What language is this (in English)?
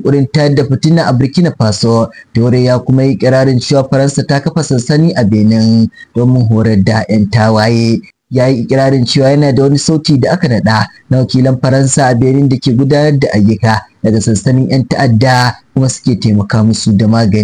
Hausa